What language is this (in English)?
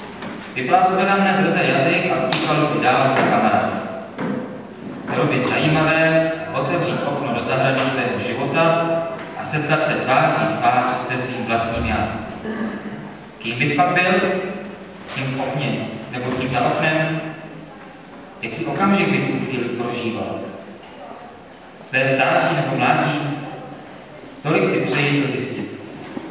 Czech